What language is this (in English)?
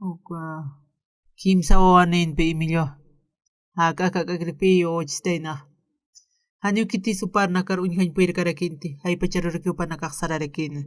Aymara